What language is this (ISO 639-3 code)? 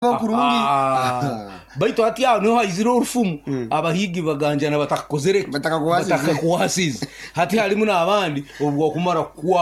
nyo